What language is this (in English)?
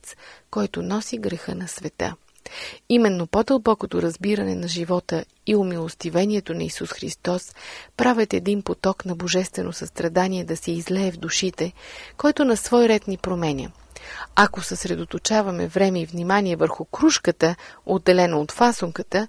Bulgarian